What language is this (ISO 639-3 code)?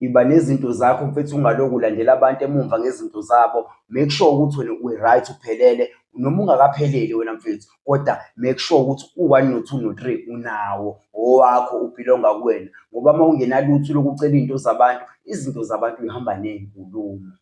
zul